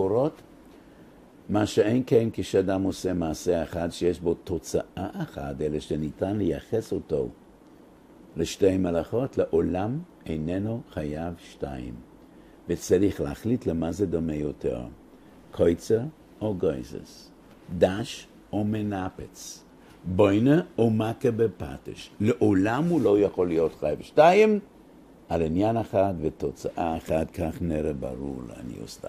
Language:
Hebrew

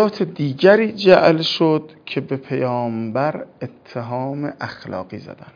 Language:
Persian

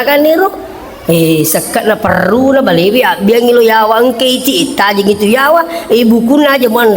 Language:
Buginese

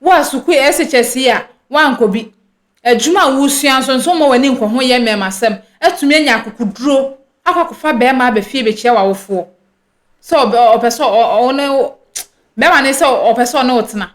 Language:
Akan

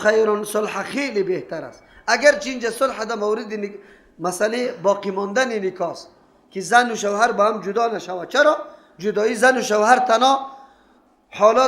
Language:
Persian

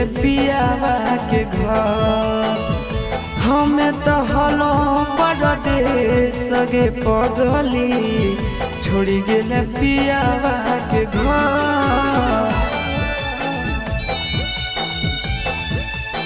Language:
Magahi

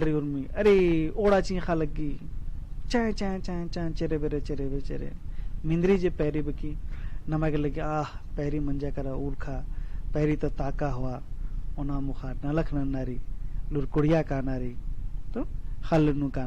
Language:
Kurukh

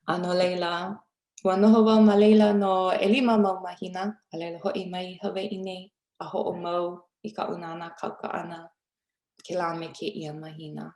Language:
Hawaiian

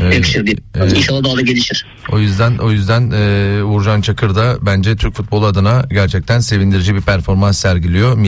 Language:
Turkish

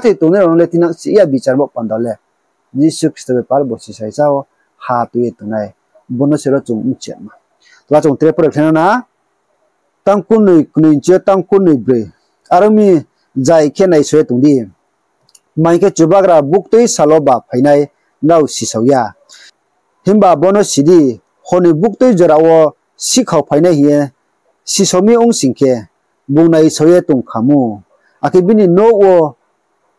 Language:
Riang (India)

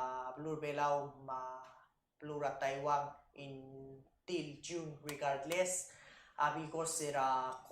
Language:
Palauan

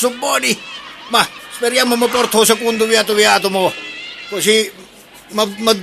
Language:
Sicilian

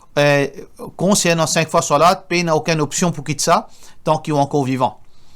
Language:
Morisyen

